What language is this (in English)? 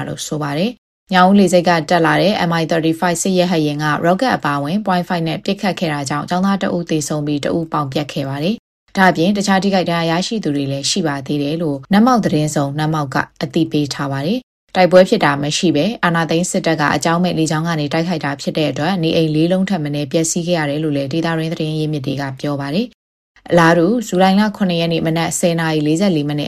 Burmese